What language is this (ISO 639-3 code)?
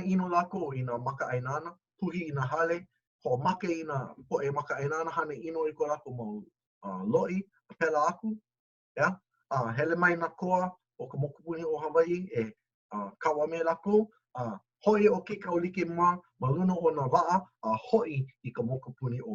haw